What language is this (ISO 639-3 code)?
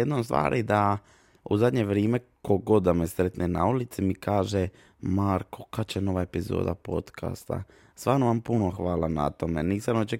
srp